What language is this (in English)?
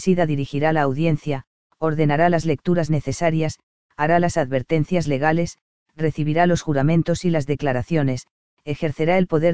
Spanish